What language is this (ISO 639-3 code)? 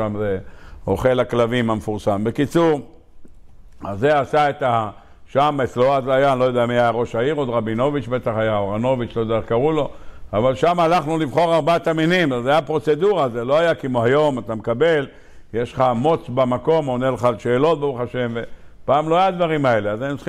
heb